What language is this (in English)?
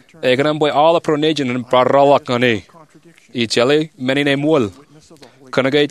Marshallese